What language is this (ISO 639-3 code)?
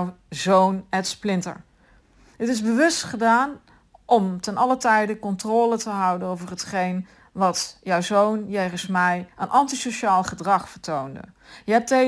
nld